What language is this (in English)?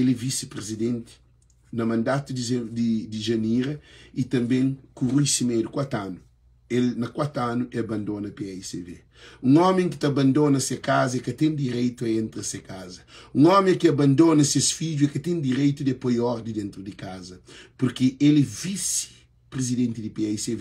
Kabuverdianu